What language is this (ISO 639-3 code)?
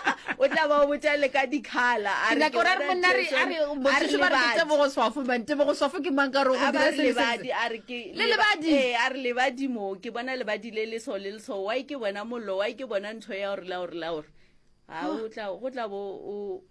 nso